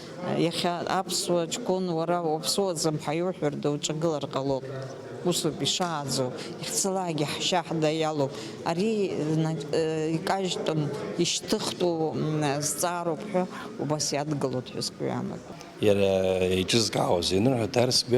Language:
Abkhazian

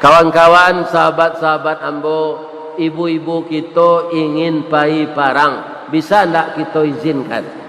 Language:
Minangkabau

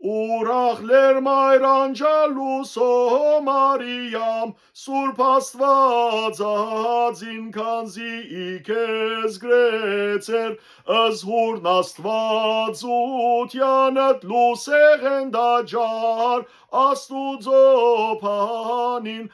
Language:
Western Armenian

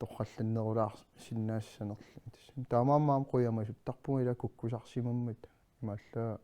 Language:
Kalaallisut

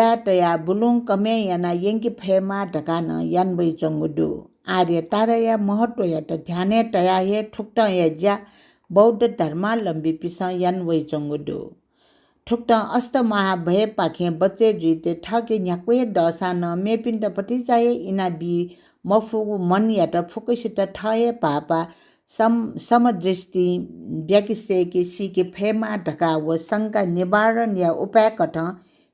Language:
Newari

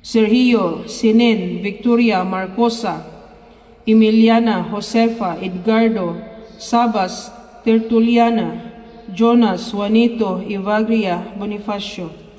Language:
Cebuano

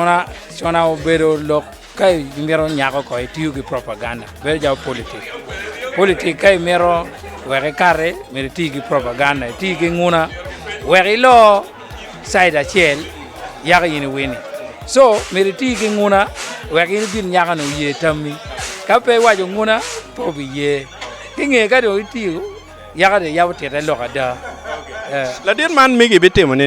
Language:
Acoli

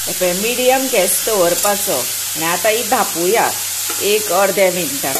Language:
Konkani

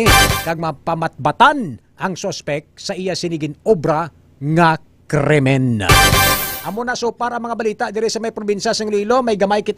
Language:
Hiligaynon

